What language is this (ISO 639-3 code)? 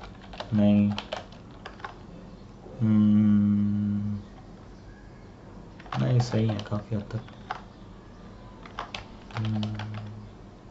hin